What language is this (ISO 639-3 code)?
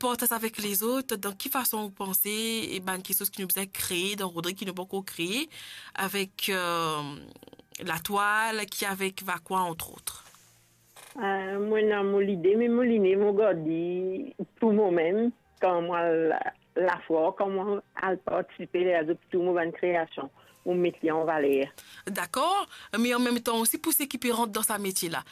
mfe